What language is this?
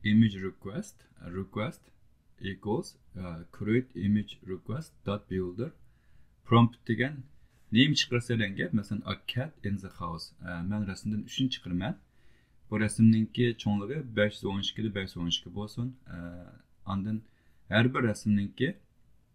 Uyghur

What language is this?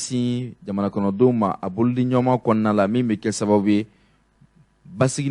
Bambara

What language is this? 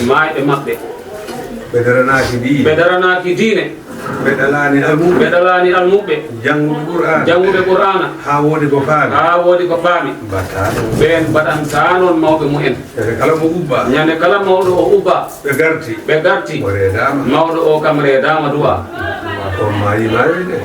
Fula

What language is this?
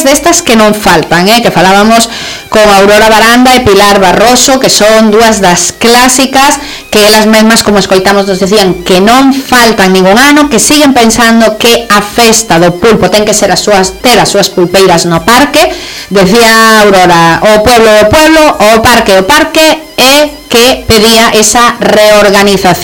Galician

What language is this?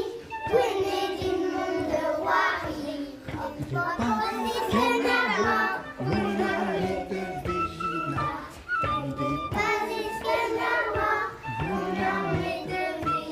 Breton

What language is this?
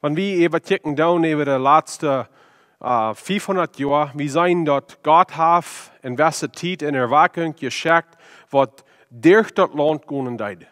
Plautdietsch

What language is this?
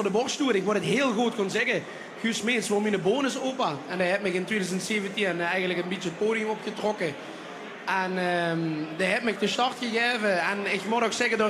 Limburgish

